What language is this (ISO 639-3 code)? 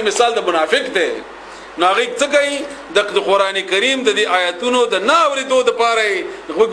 pus